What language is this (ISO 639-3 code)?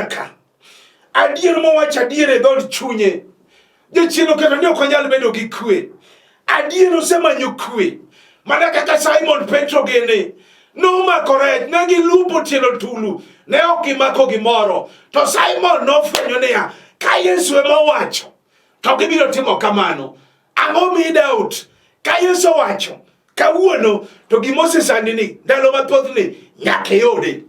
luo